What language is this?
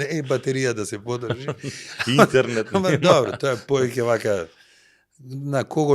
Macedonian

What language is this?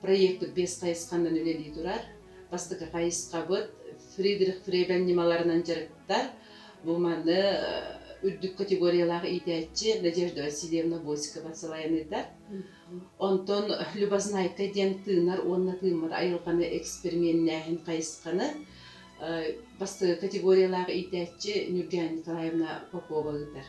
Yakut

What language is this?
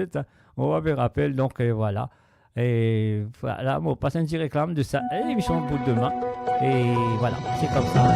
Morisyen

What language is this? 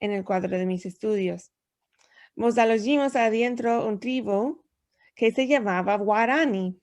Ladino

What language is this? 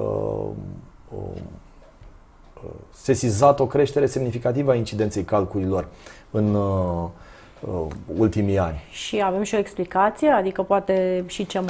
Romanian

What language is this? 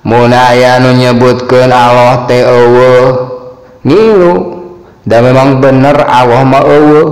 Sundanese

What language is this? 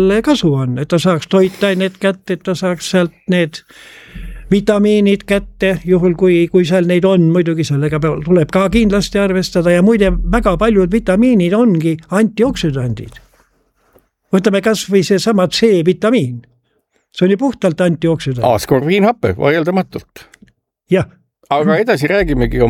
Estonian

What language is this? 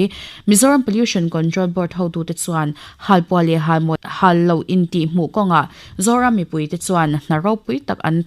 Mizo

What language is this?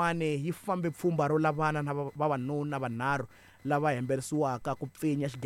Tsonga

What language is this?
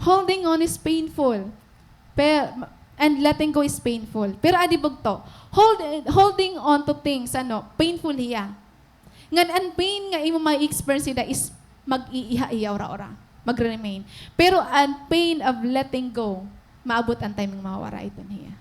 Waray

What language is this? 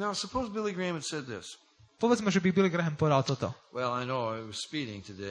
Slovak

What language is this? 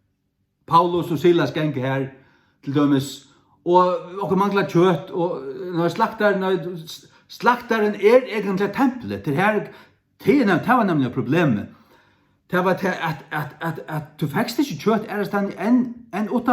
Faroese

